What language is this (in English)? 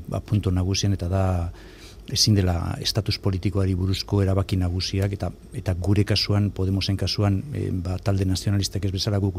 Basque